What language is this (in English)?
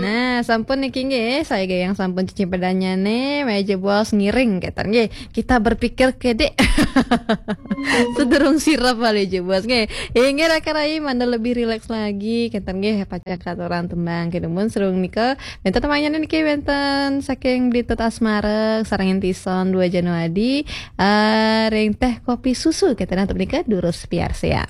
Balinese